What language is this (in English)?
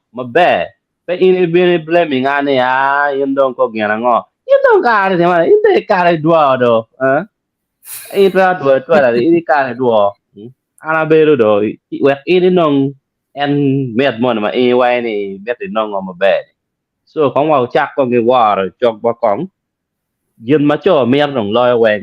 Acoli